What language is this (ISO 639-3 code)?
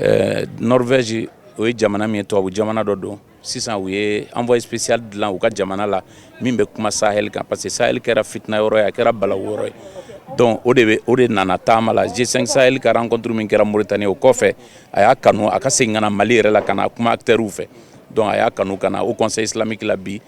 bam